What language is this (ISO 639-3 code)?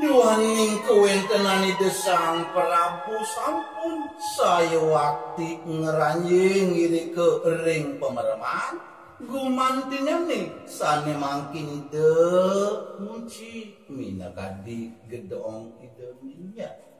ban